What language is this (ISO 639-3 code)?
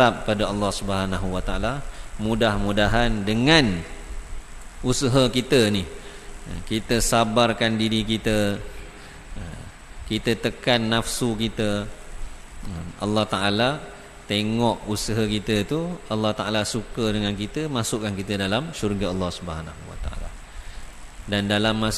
msa